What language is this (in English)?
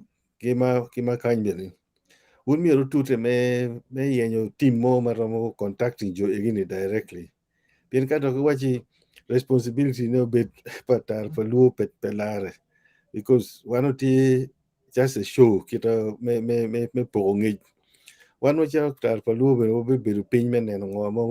Acoli